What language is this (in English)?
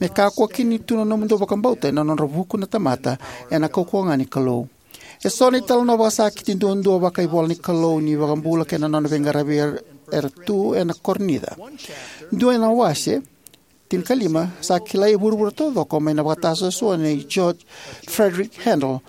Fijian